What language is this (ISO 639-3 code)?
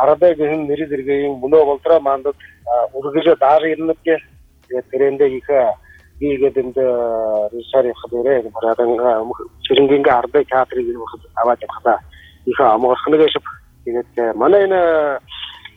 bua